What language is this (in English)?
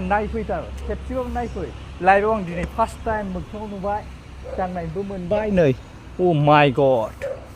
Bodo